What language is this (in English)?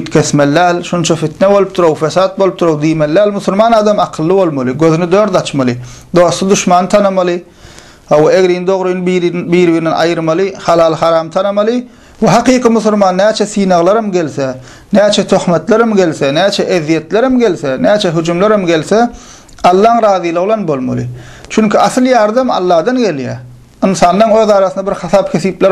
Turkmen